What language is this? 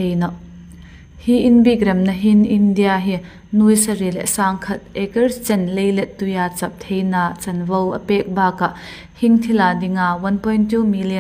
Hmar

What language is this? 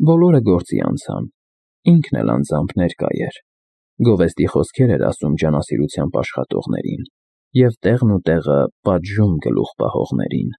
Armenian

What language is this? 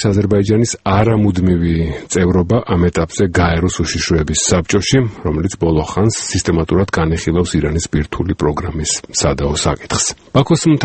Georgian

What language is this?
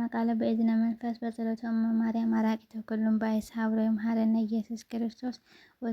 Amharic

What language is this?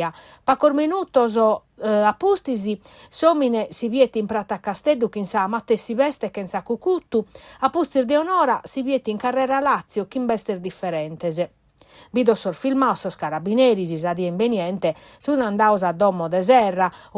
Sardinian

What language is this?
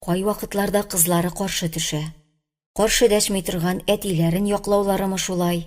Tatar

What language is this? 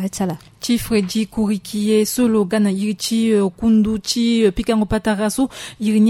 Sango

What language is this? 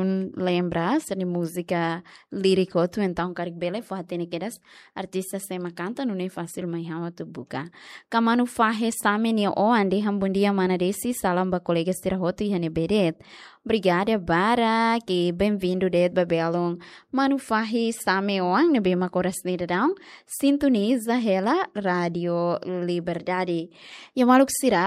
Tetum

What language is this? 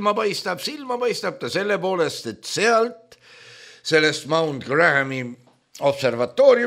Estonian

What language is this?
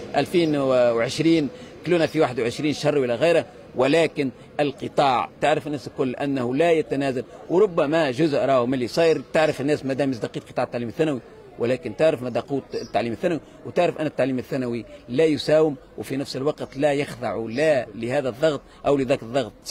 Tunisian Arabic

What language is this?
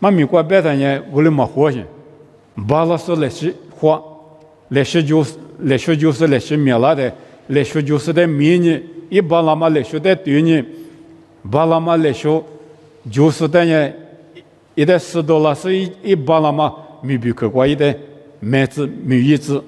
Lisu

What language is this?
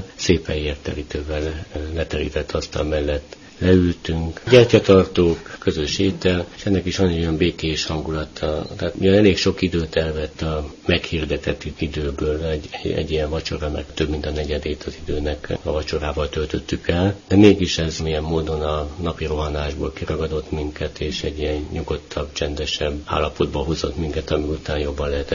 Hungarian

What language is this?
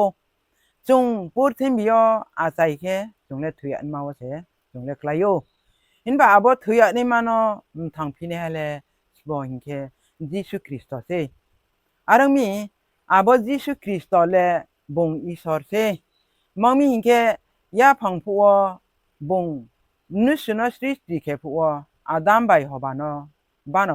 Riang (India)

